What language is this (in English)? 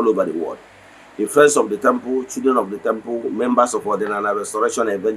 Igbo